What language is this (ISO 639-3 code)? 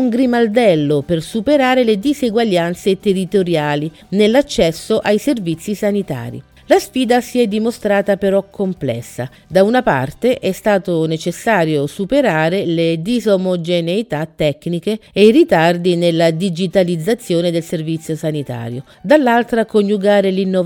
ita